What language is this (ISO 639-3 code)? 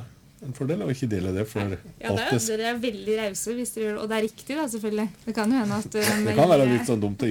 nor